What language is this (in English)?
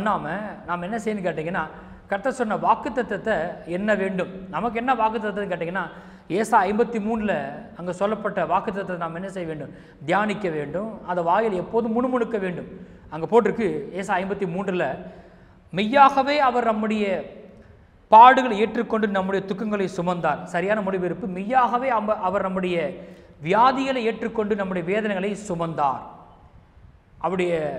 Tamil